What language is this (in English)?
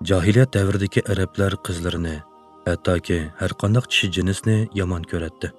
Uyghur